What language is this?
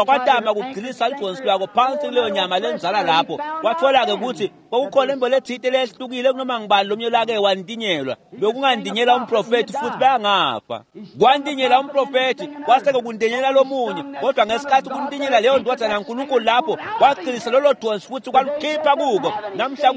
Swati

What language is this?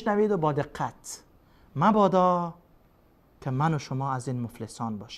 Persian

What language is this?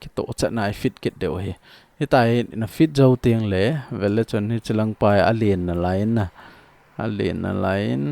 Thado Chin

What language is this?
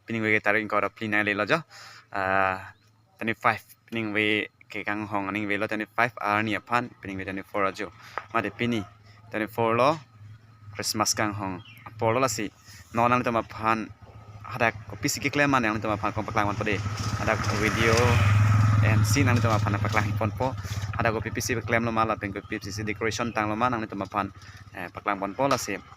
Karbi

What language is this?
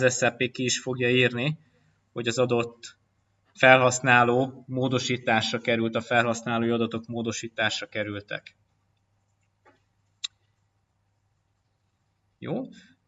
Hungarian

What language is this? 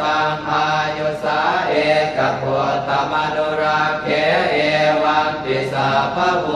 Pali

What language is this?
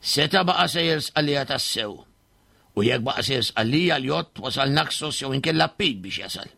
Maltese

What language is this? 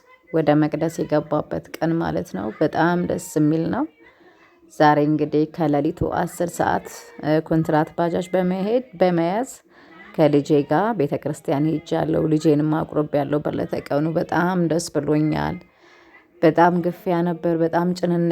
Amharic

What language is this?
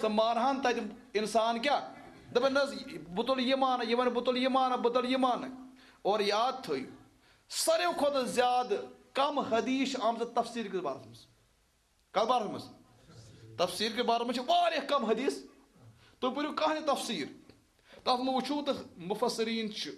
Kashmiri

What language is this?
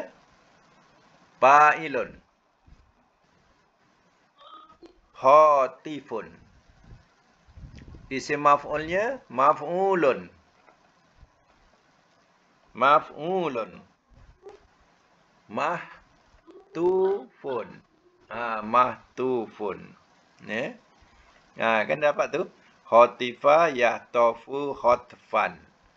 Malay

